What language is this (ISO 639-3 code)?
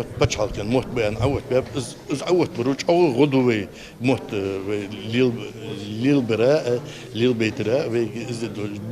inh